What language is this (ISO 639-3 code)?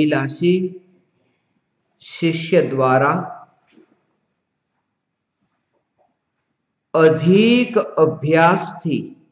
guj